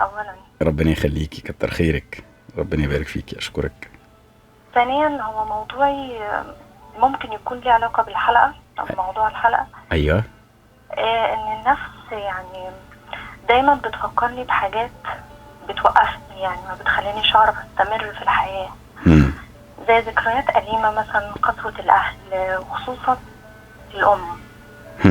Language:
Egyptian Arabic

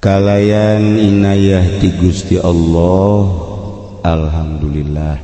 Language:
Sundanese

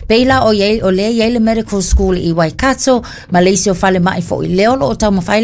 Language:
Samoan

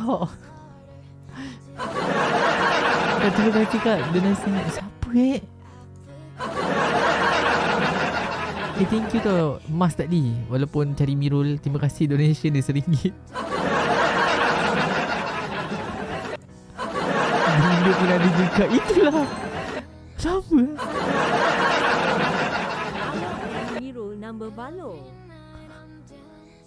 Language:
Malay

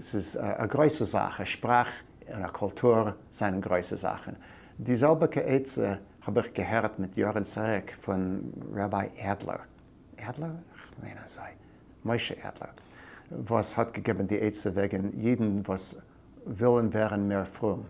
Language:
Yiddish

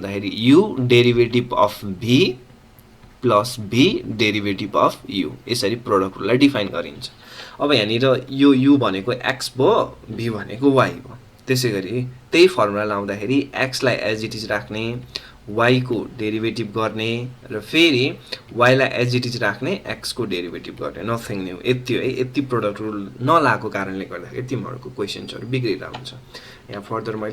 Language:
Nepali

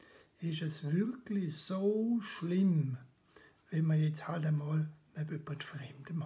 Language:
Swiss German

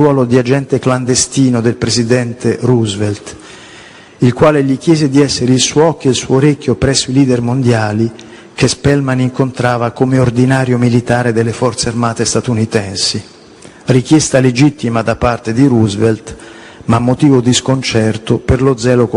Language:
Italian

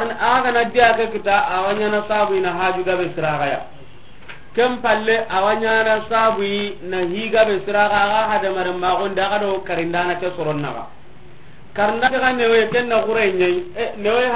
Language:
Soninke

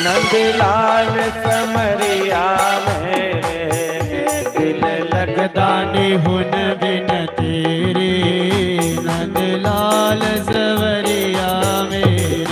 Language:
Dogri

